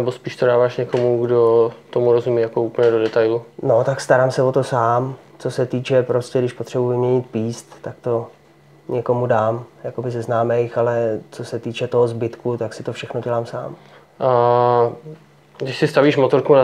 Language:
Czech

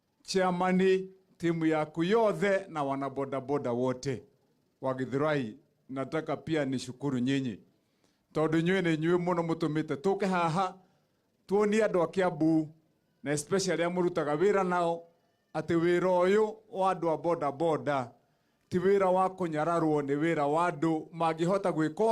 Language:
Kikuyu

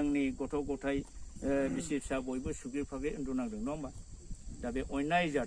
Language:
Bodo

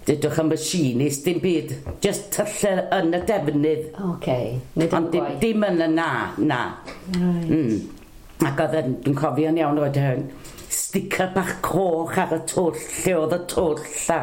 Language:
Welsh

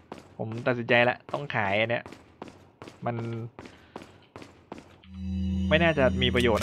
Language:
Thai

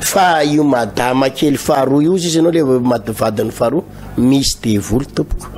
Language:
Malagasy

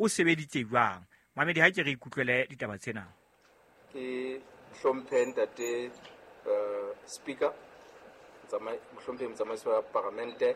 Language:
Southern Sotho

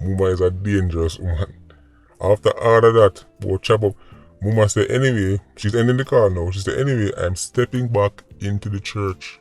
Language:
Jamaican Creole English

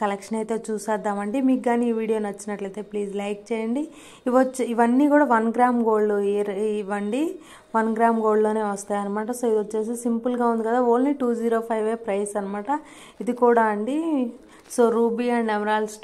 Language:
Telugu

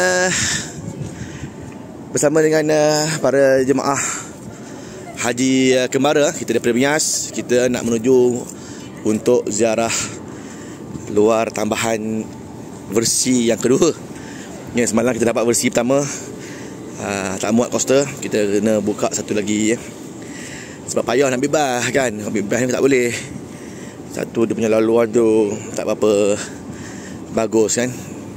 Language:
Malay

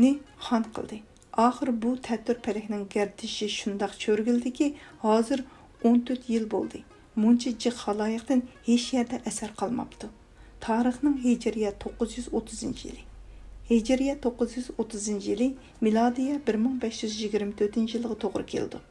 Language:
Uyghur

